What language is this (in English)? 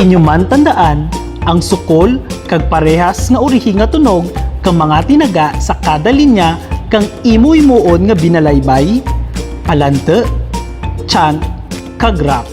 Kinaray-a